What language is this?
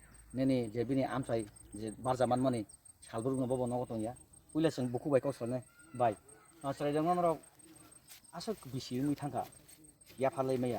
Kok Borok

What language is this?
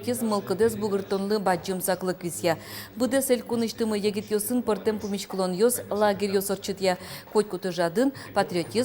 Udmurt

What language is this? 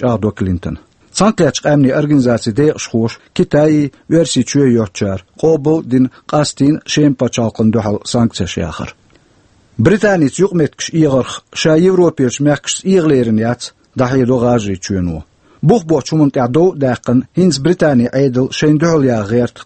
Chechen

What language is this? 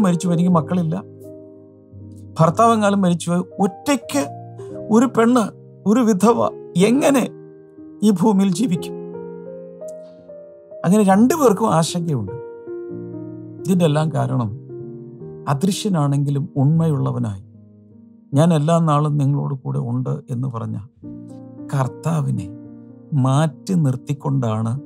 Malayalam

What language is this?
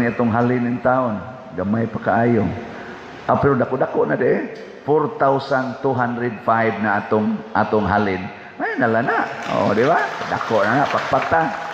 Cebuano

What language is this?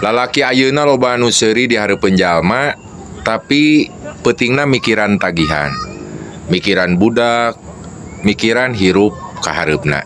Sundanese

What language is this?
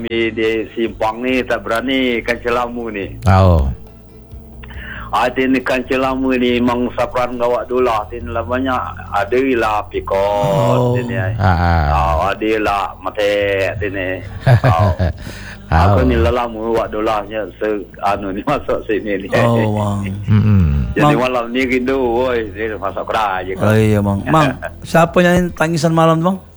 Malay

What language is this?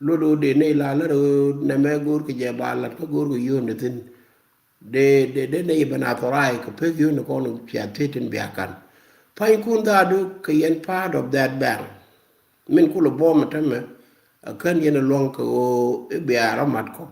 Nuer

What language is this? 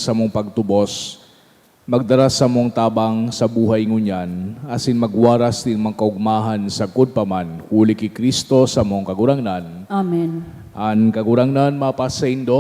Bikol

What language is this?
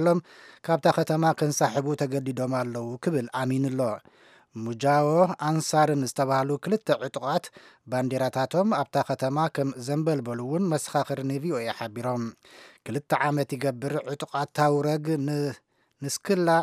Tigrinya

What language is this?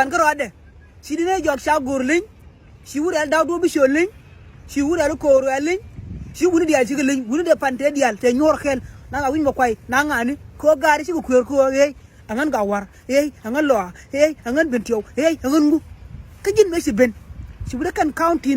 Nuer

